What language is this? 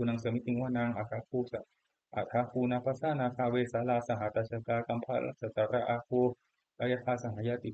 Pali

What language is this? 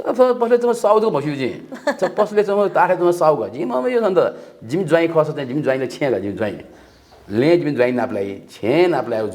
Newari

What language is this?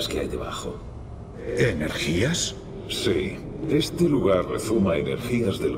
Spanish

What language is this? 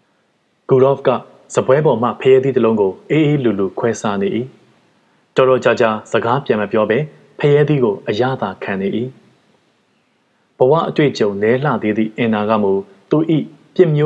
Burmese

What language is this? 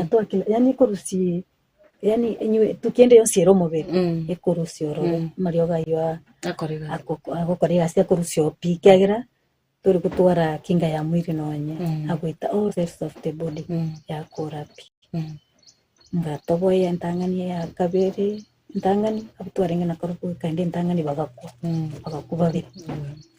Gusii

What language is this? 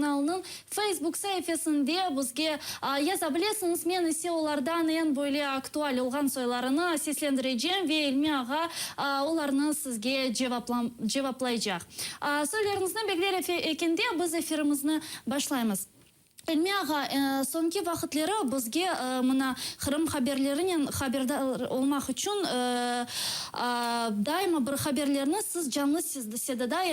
Crimean Tatar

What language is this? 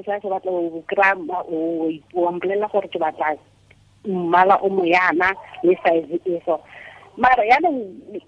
Tswana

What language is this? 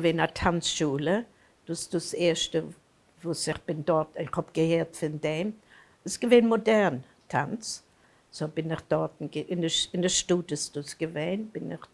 Yiddish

